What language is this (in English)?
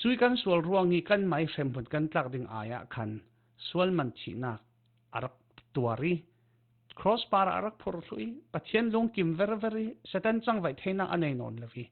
Falam Chin